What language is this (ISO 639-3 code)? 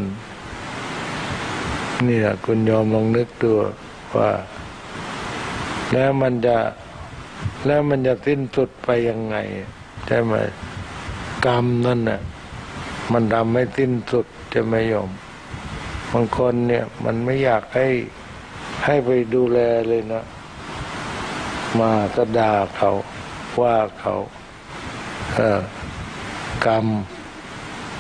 tha